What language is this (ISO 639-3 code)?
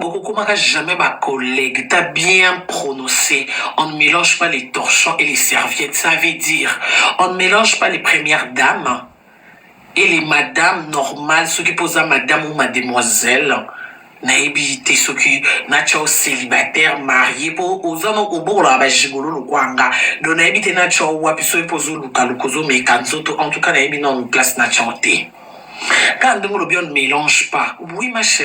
lin